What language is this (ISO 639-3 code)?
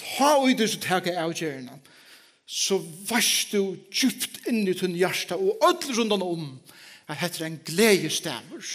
fao